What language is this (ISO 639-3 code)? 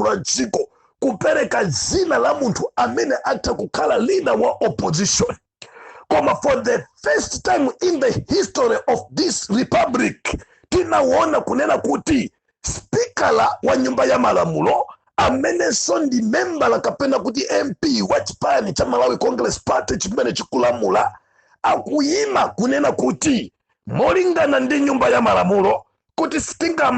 nya